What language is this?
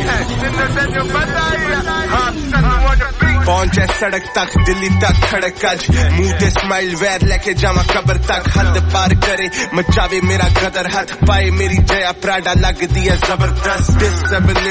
Punjabi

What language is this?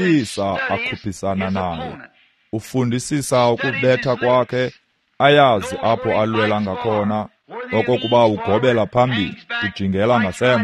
Xhosa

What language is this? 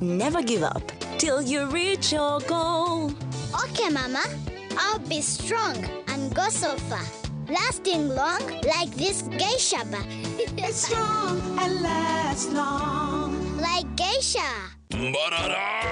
Nyankole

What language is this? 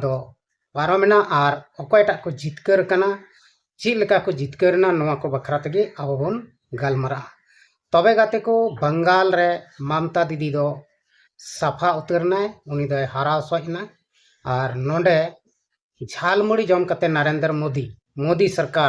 Santali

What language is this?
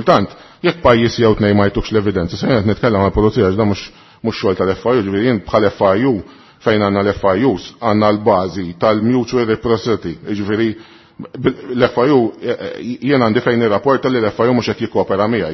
Maltese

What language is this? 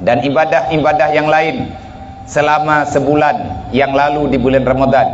Achinese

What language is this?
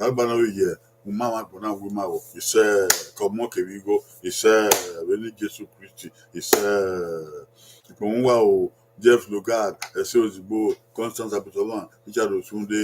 Bini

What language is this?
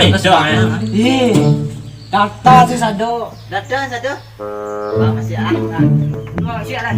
Minangkabau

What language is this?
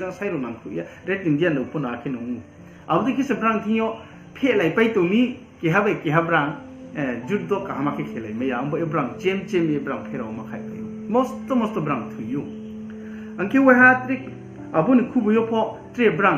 Riang (India)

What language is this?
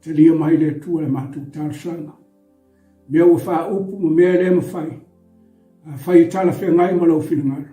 Samoan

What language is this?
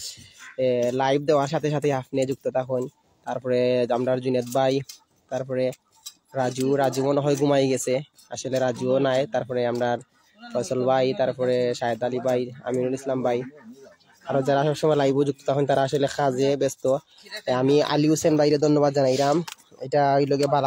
Sylheti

